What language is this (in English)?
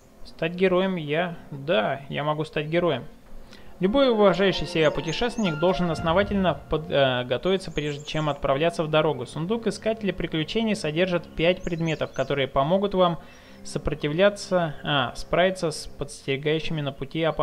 Russian